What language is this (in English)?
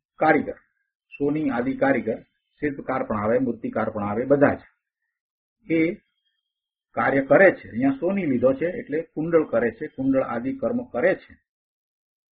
Gujarati